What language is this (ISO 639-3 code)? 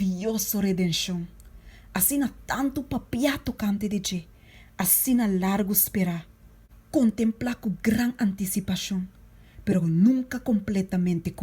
pap